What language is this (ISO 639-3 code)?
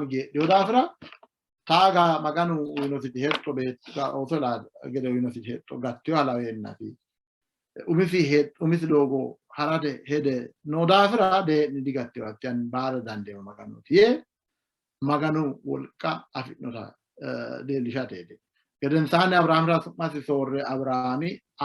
sid